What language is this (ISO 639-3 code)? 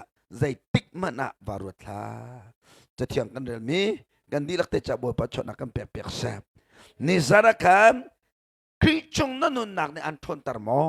cnh